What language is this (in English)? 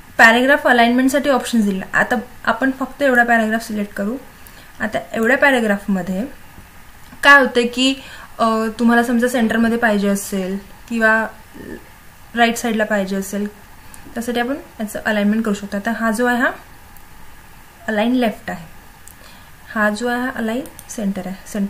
Marathi